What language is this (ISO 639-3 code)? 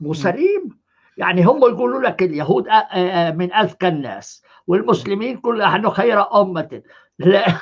apc